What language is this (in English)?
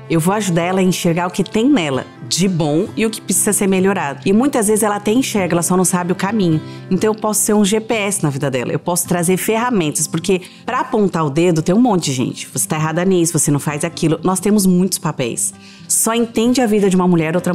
Portuguese